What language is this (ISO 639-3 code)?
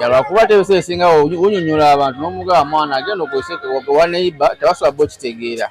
lug